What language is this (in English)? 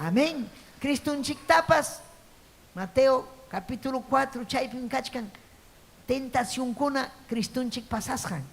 Ayacucho Quechua